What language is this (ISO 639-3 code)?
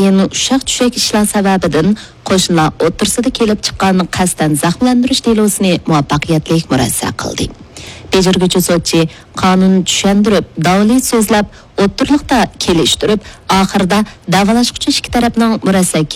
uig